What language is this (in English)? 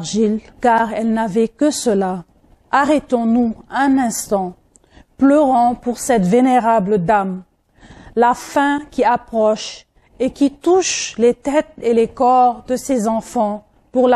French